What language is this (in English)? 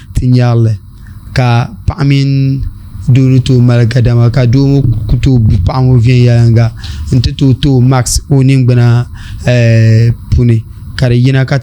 Dagbani